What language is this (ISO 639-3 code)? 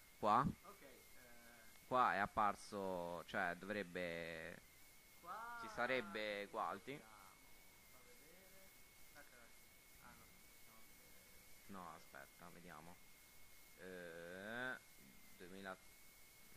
ita